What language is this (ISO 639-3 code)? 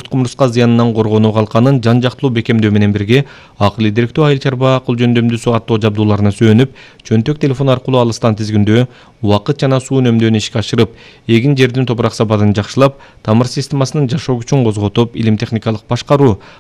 kir